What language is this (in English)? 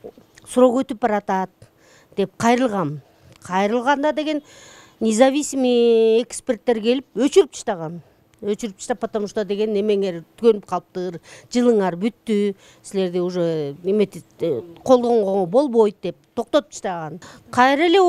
Kyrgyz